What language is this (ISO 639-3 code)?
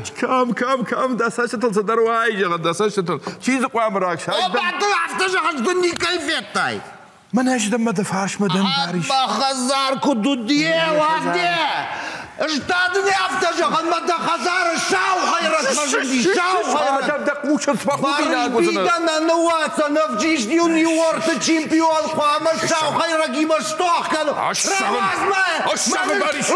oss